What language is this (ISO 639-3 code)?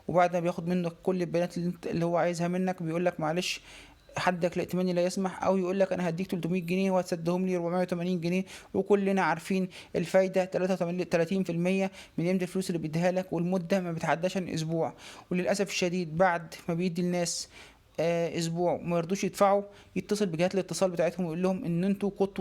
arz